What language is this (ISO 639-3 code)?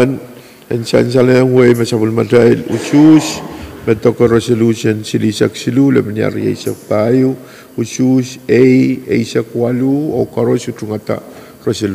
pon